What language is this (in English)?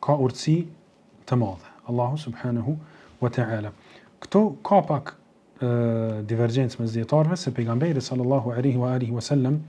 Albanian